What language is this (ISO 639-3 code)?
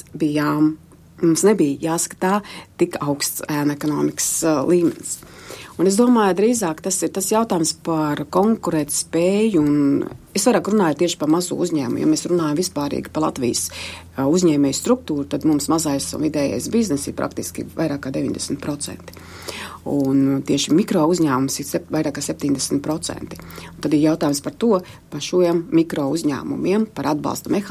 lav